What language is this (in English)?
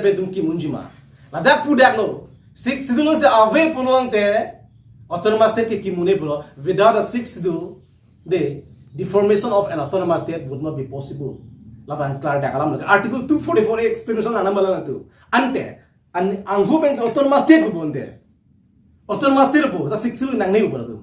Karbi